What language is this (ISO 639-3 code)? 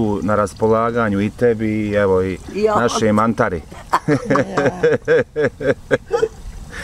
bos